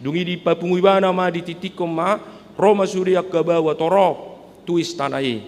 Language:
Batak Toba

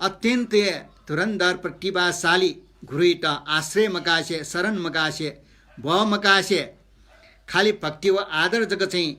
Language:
Newari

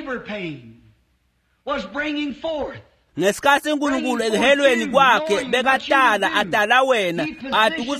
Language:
Swati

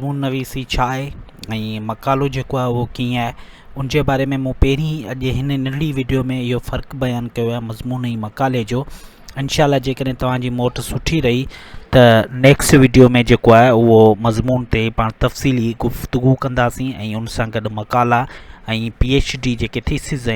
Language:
Sindhi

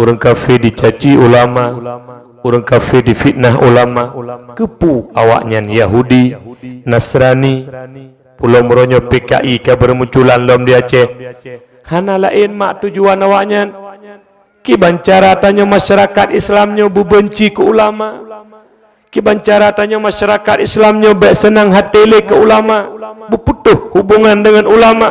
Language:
Achinese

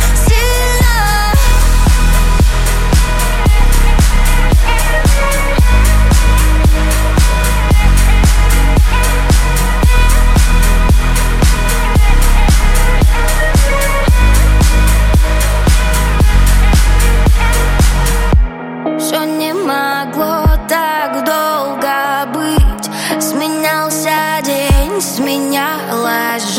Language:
Russian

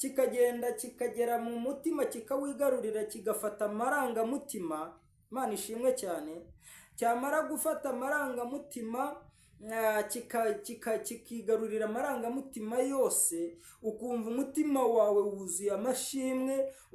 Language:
Kinyarwanda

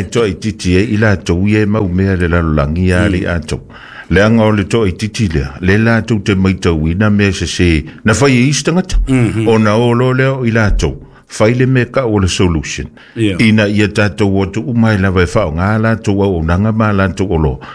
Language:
Samoan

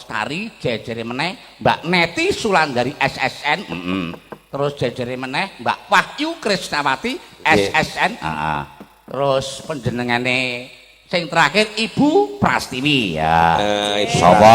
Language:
Javanese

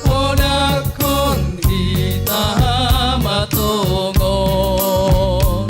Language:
Batak Simalungun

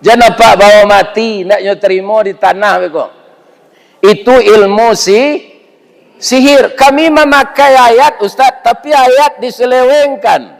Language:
Minangkabau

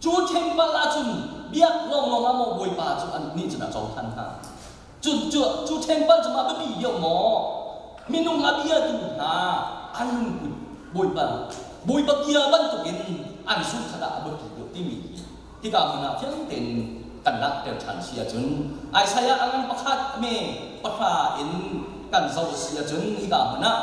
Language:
Hakha Chin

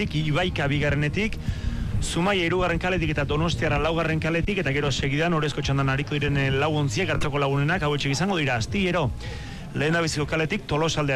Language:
Basque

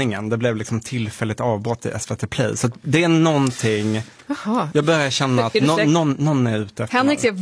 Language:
Swedish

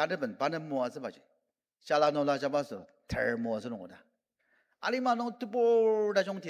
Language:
Ao Naga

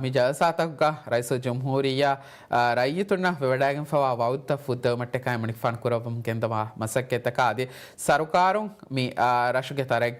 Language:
Divehi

